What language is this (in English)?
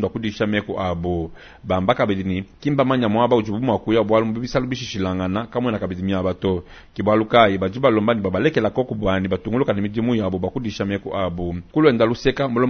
Luba-Lulua